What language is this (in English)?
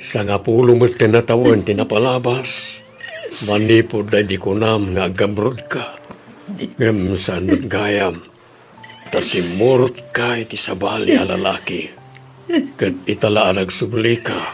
Iloko